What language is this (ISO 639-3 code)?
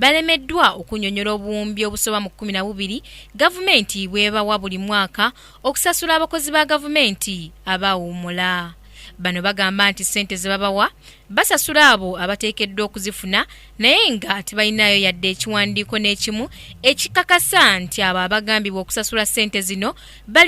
lug